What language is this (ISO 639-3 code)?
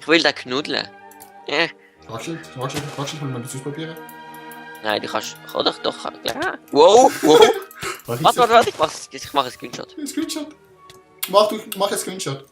gsw